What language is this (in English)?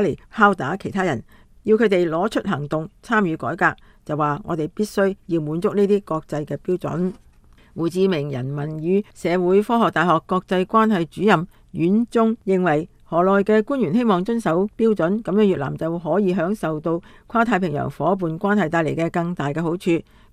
Cantonese